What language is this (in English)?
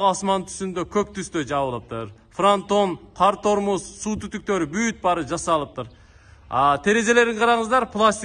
Kyrgyz